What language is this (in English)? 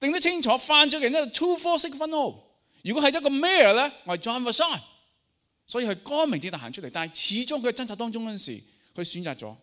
Cantonese